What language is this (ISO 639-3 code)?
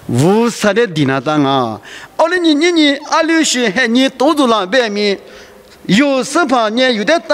lis